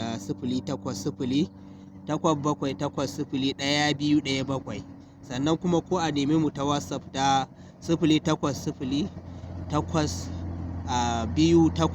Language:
Hausa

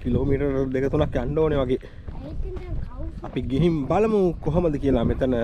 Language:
Sinhala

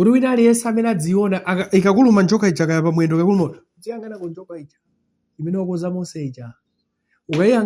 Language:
Nyanja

